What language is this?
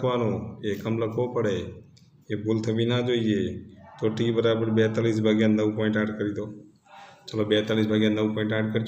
Gujarati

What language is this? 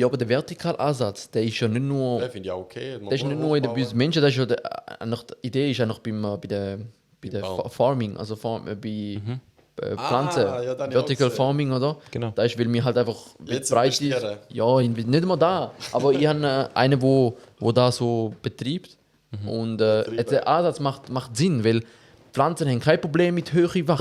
Swiss German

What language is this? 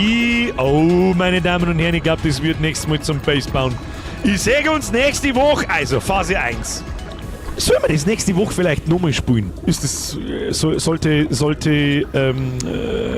Bavarian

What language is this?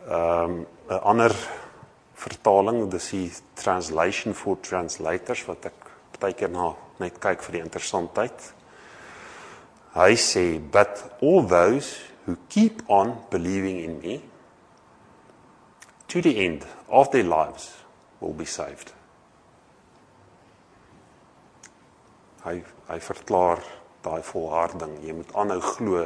Afrikaans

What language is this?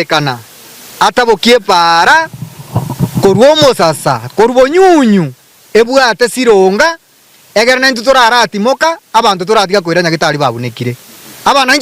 Gusii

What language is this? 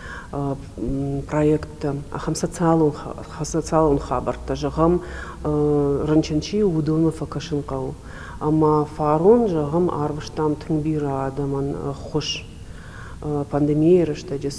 Ossetic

